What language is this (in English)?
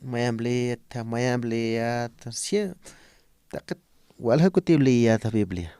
Aymara